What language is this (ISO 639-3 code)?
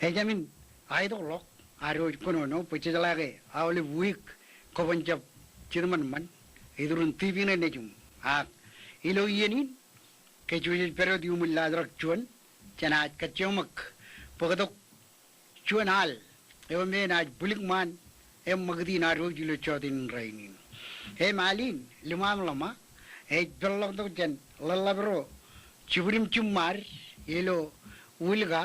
mah